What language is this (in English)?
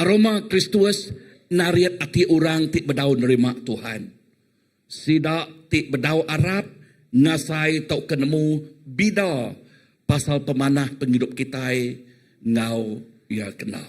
Iban